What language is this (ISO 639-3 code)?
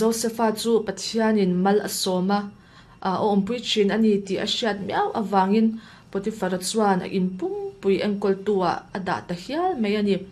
lus